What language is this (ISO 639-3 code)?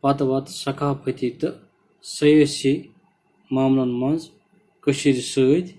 kas